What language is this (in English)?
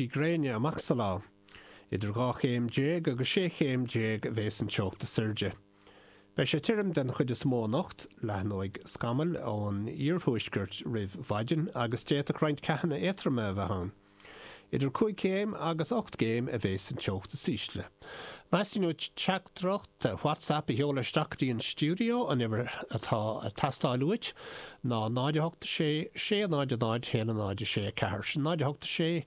Irish